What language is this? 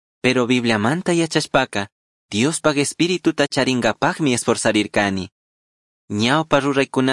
Chimborazo Highland Quichua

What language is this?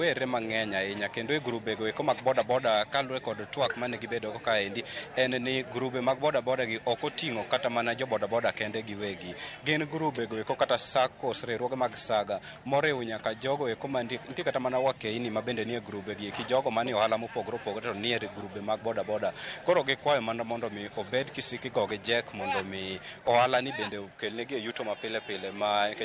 Luo (Kenya and Tanzania)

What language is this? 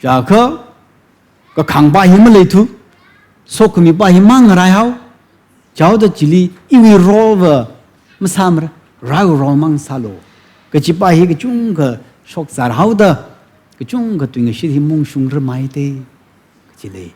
Tangkhul Naga (India)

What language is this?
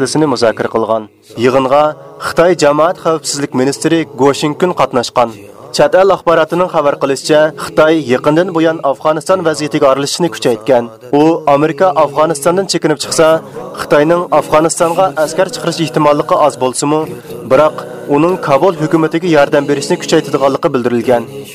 Uyghur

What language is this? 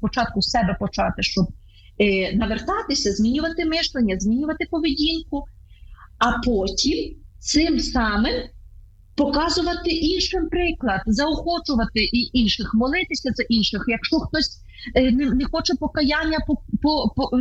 Ukrainian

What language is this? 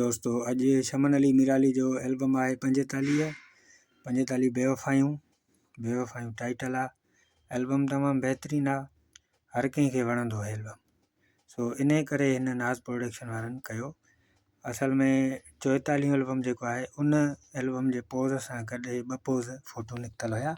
Sindhi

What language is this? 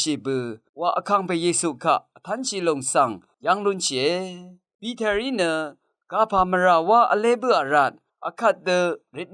Rawang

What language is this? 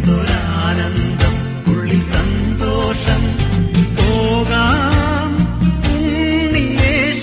Malayalam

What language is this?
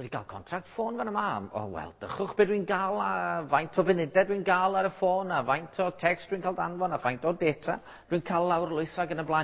Welsh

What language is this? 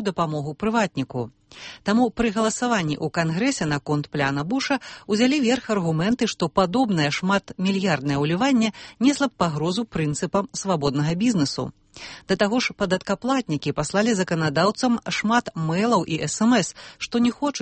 Belarusian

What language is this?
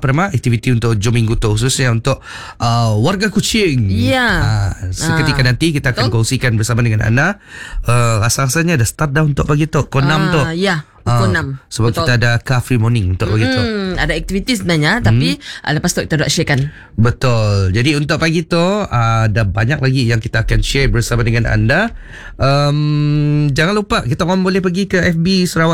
Malay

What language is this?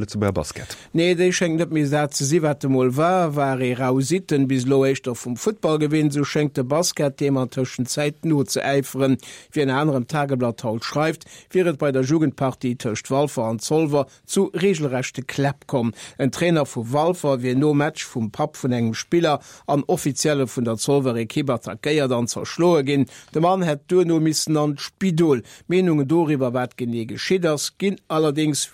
Luxembourgish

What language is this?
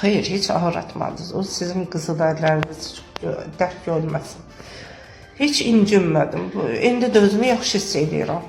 Azerbaijani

